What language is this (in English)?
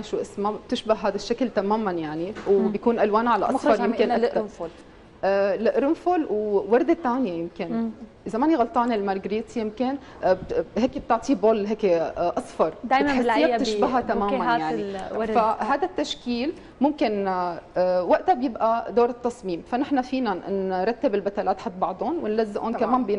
North Levantine Arabic